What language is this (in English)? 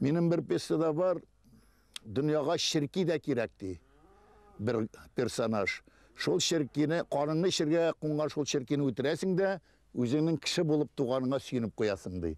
Tatar